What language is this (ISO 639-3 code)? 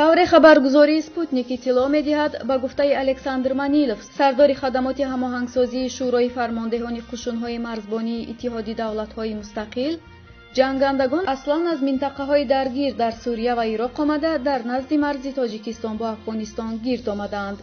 tgk